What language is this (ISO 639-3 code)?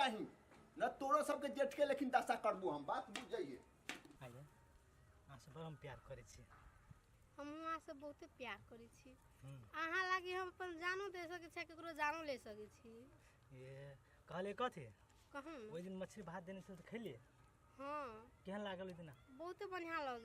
mai